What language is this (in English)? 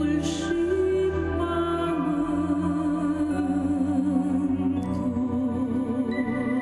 Romanian